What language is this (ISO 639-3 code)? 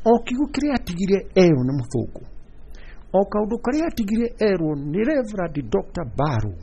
kik